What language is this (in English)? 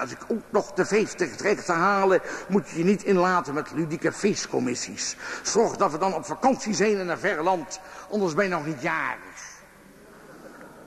Dutch